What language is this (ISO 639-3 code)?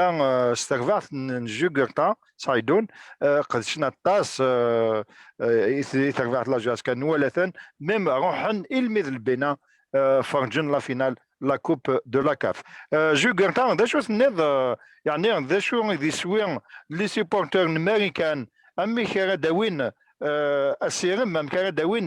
kab